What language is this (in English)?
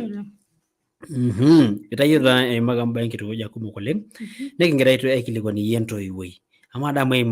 Masai